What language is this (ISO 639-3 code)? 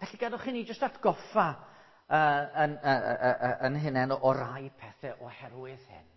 cym